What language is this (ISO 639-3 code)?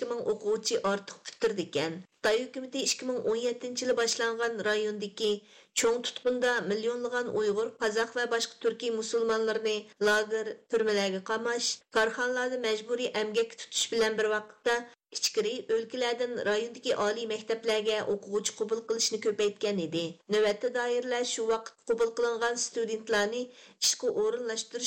uig